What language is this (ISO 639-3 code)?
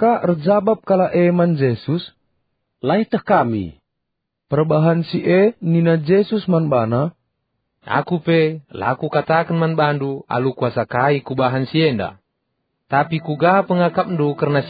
btx